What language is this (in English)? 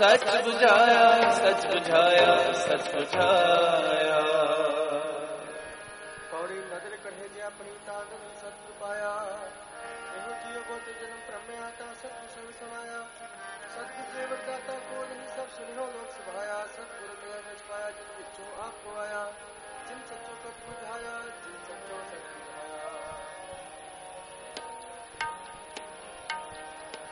Punjabi